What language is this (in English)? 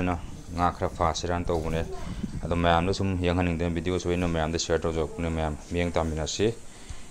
Manipuri